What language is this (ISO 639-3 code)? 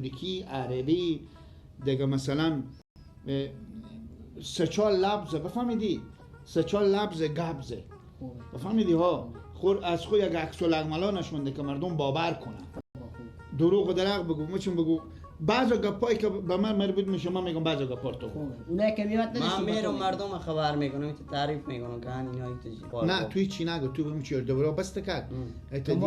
fas